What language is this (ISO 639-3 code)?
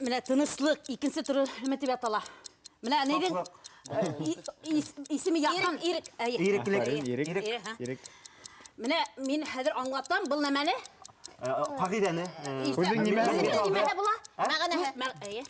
bak